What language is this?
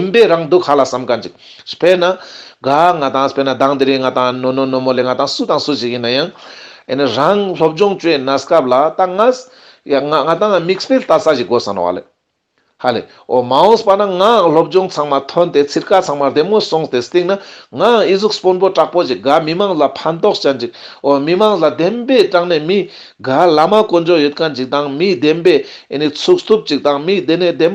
Ladakhi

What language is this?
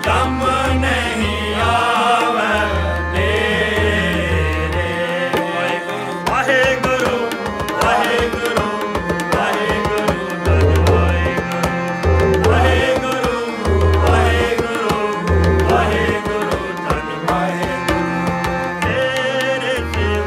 Punjabi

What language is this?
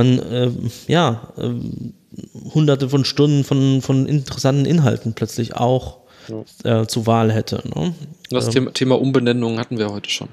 German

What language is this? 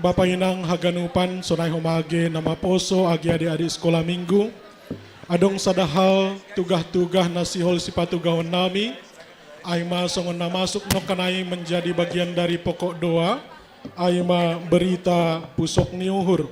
Batak Simalungun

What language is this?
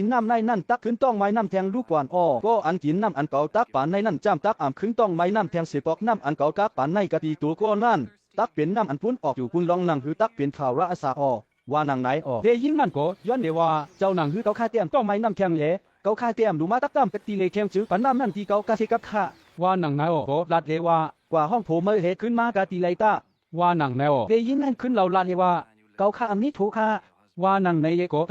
Shan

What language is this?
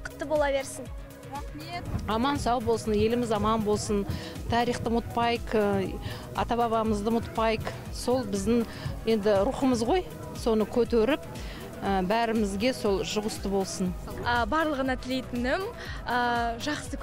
Kazakh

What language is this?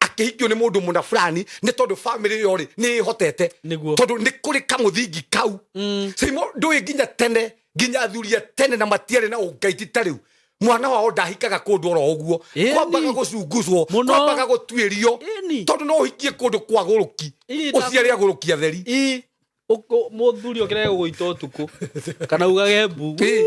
Kikuyu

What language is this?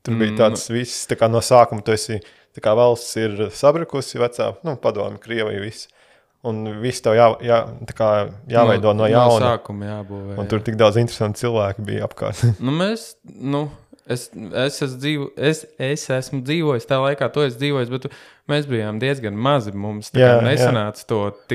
Latvian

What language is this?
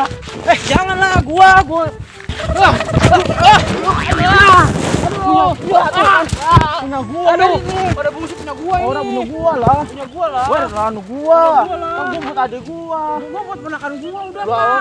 Betawi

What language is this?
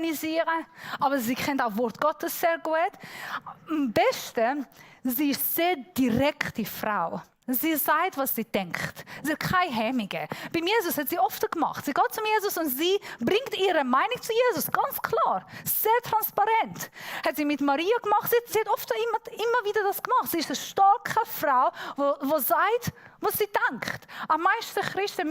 Swiss German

